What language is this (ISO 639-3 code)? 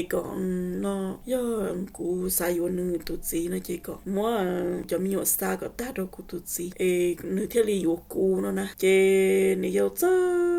hmn